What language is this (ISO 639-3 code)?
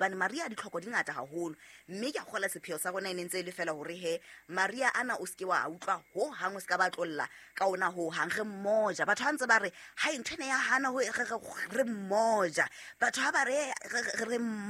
sot